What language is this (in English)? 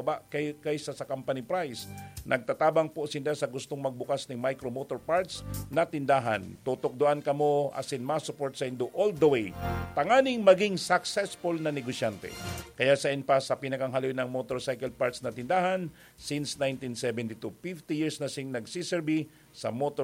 Bikol